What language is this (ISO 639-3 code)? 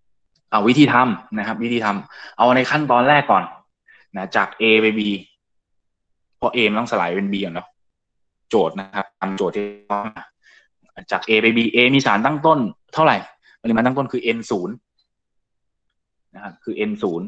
tha